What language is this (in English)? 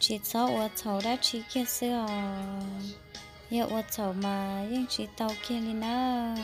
Hmong